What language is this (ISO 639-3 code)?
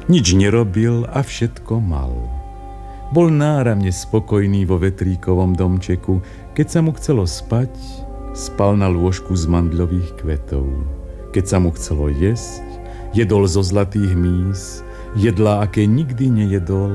slk